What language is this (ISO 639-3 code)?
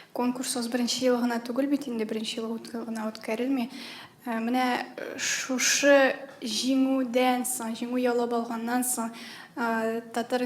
tat